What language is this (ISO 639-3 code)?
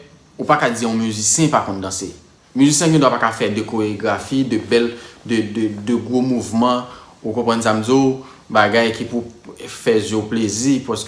hat